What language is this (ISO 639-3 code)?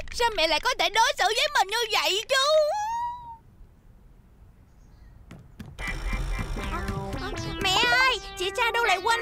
vie